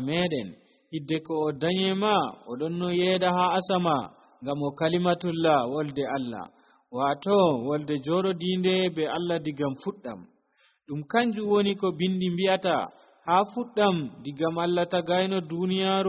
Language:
Nigerian Fulfulde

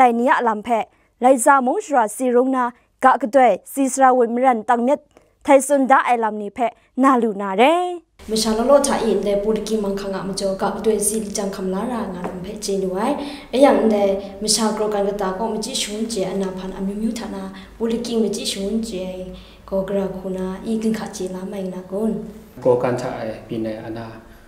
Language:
Kachin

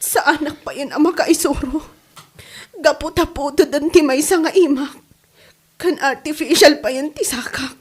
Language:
Iloko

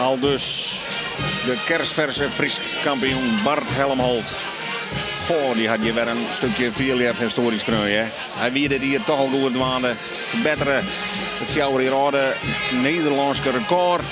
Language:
Western Frisian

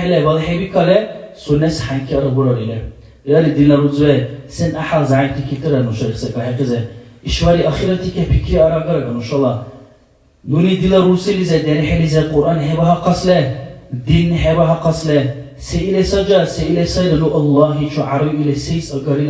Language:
Dargwa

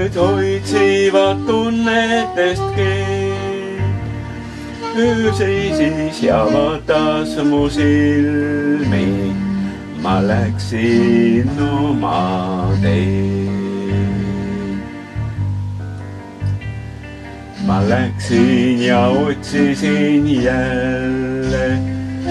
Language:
Estonian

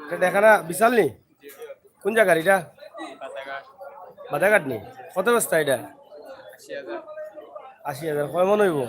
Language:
Sylheti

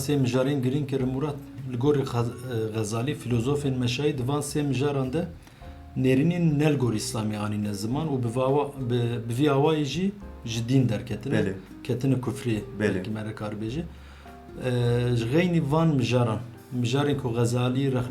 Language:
Kurdish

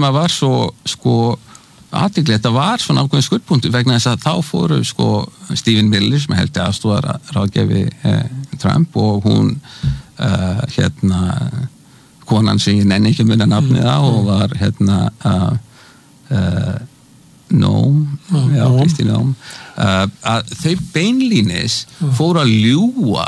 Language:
Icelandic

